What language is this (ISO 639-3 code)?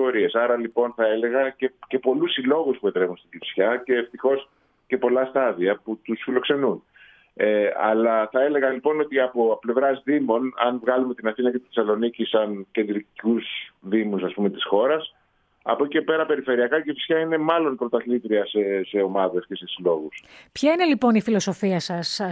ell